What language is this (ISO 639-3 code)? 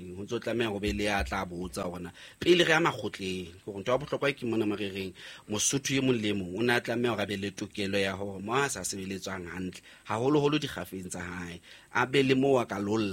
sot